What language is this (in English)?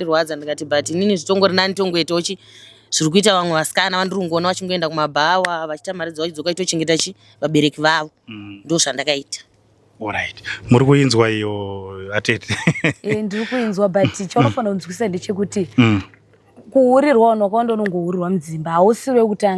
Shona